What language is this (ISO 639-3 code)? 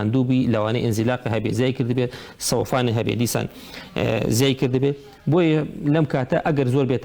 ckb